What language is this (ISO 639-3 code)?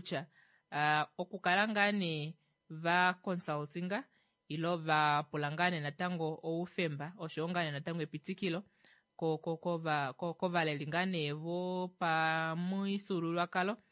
kua